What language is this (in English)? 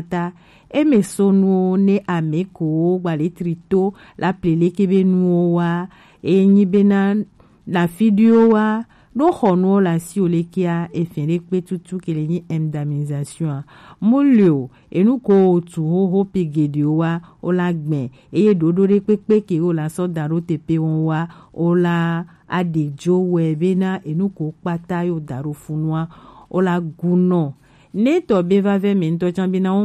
Gen